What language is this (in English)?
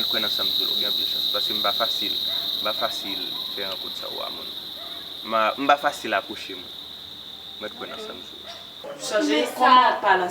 Haitian Creole